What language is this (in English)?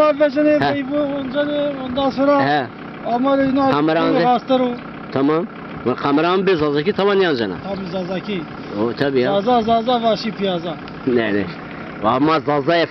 Zaza